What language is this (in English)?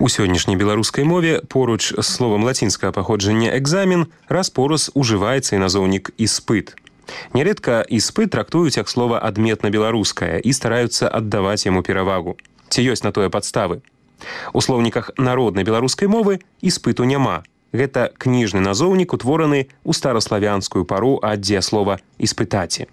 Belarusian